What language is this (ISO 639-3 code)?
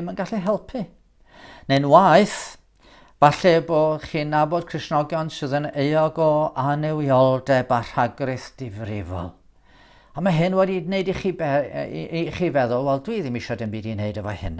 cym